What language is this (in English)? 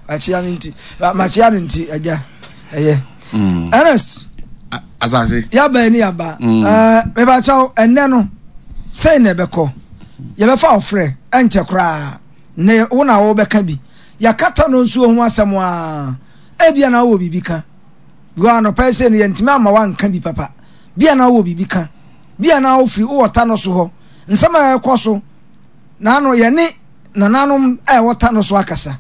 Akan